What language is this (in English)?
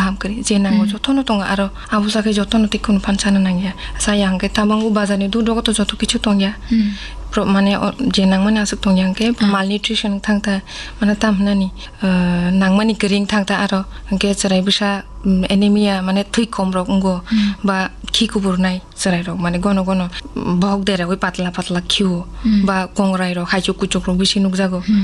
Bangla